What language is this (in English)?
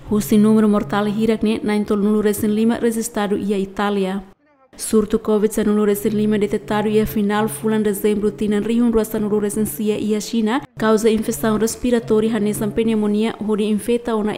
Tetum